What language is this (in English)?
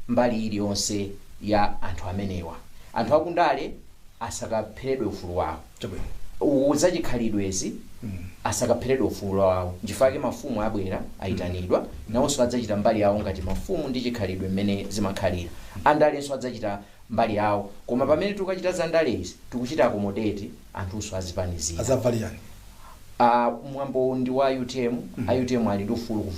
Nyanja